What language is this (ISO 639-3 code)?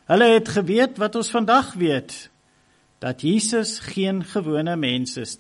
afr